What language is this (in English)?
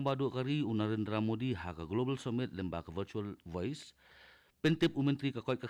Khasi